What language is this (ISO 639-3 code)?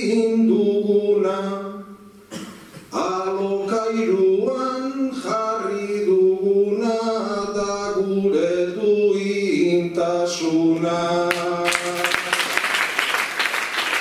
eus